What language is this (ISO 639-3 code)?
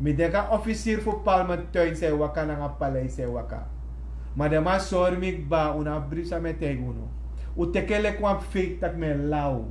srn